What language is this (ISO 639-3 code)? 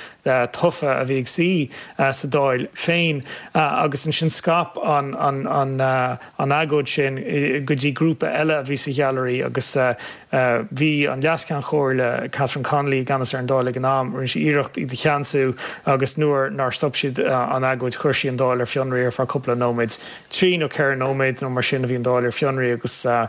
gle